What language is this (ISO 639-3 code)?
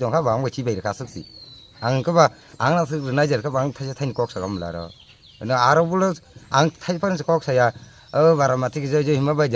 trp